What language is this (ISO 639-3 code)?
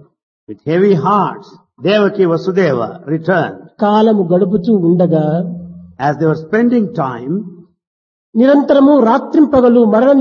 tel